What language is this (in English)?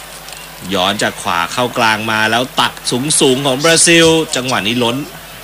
Thai